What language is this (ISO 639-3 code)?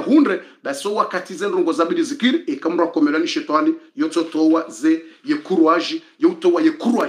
swa